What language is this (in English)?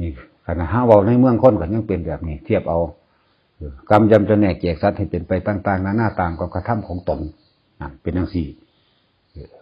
Northeastern Thai